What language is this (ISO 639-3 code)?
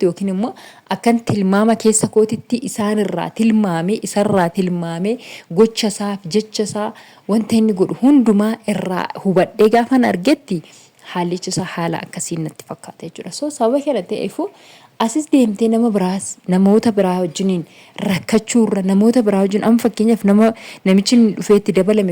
orm